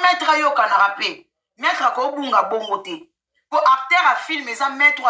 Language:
Lingala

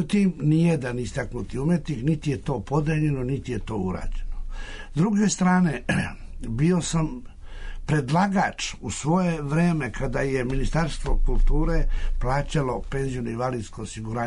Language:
Serbian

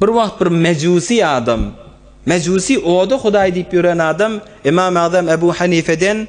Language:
Turkmen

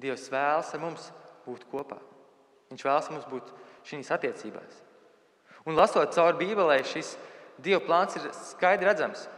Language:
Latvian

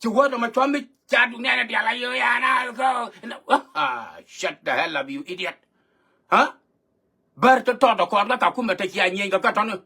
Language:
Nuer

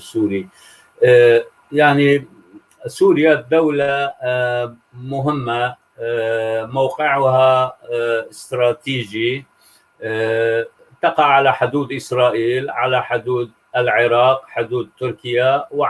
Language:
North Levantine Arabic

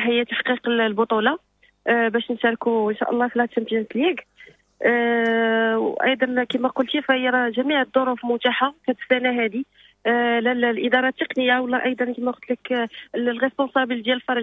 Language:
Moroccan Arabic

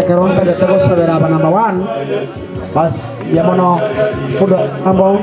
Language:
Gusii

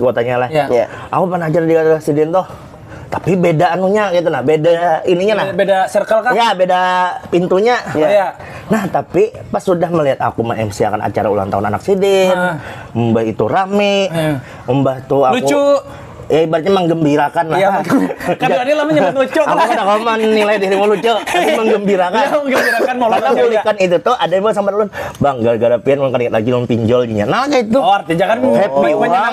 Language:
Banjar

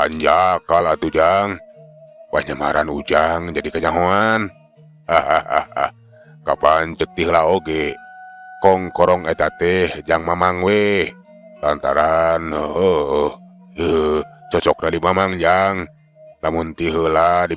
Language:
Sundanese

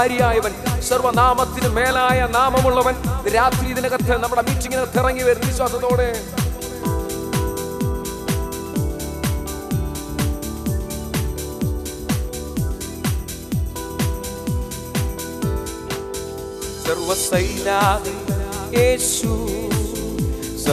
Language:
Malayalam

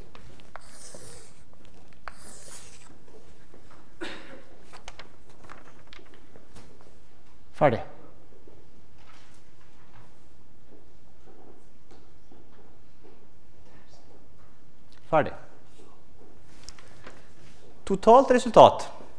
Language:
Norwegian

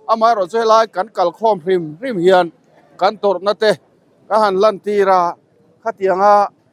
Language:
Mizo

